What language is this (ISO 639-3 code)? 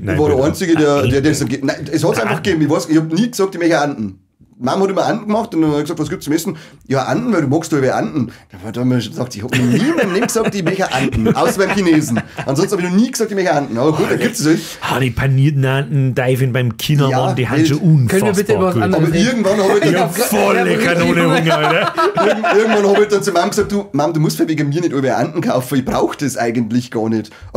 bar